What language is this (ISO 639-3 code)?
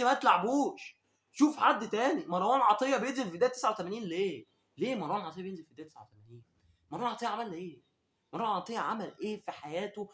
arz